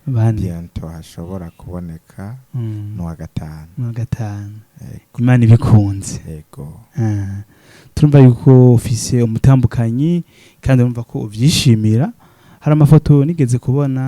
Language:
Rundi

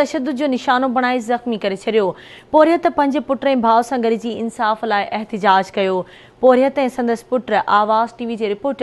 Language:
Sindhi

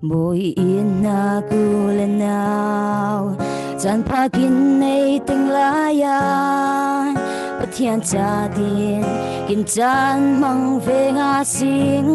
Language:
Falam Chin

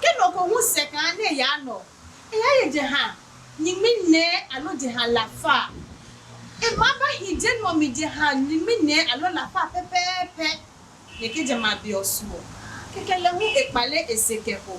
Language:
Adangme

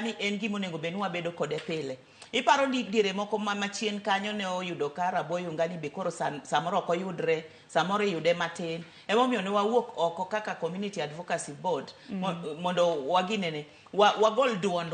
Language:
Luo (Kenya and Tanzania)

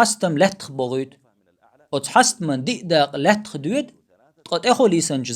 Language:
Chechen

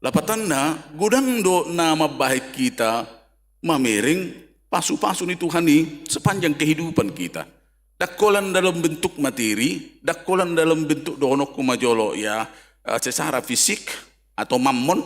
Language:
Batak Toba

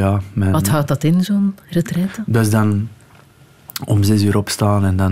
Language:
Dutch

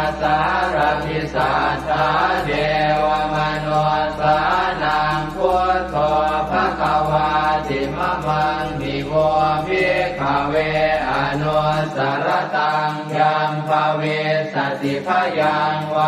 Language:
Pali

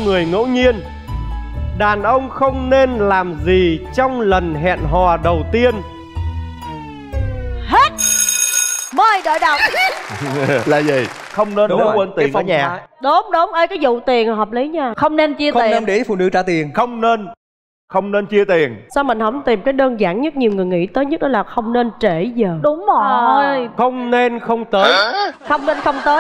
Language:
Vietnamese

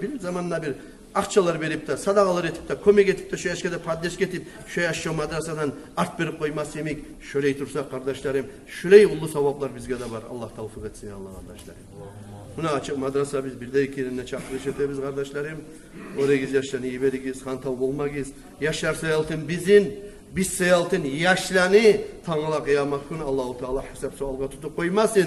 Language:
Kumyk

